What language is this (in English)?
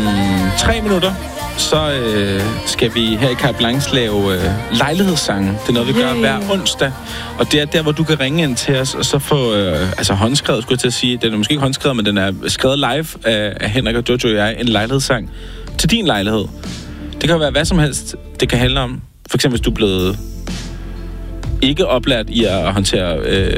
Danish